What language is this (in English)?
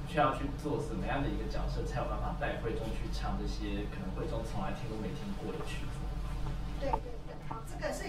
Chinese